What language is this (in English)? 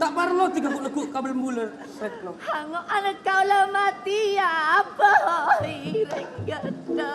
Madurese